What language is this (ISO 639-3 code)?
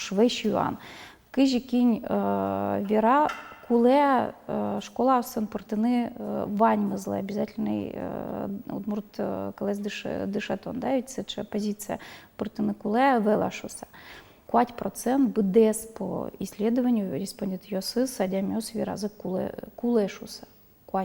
udm